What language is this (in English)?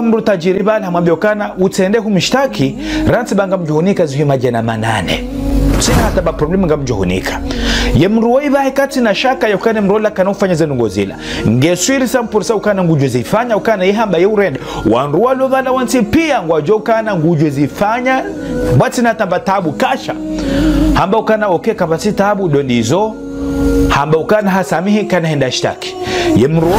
Ngazidja Comorian